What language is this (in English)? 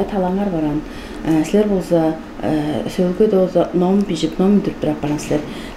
Tuvinian